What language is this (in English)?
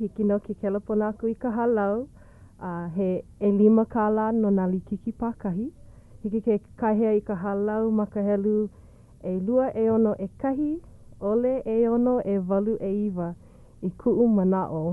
Hawaiian